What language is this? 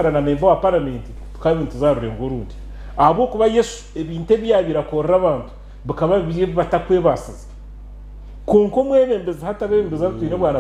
Nyankole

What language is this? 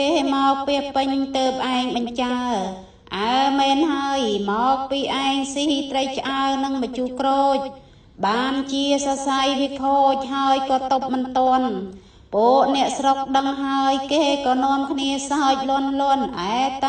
Khmer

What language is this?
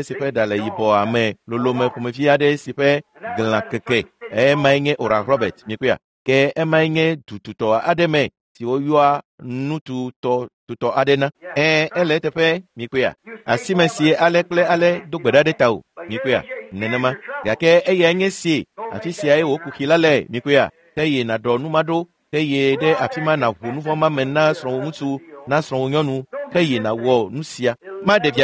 Ewe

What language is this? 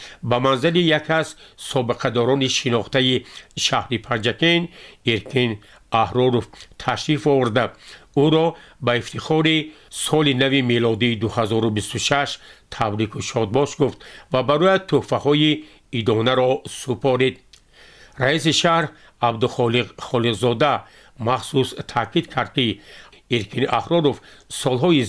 Tajik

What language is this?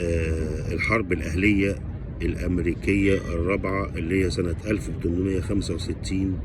Egyptian Arabic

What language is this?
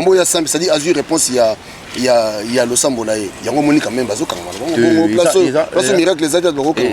Lingala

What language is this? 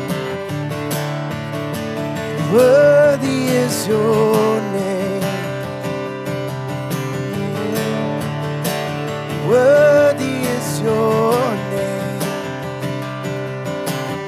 Vietnamese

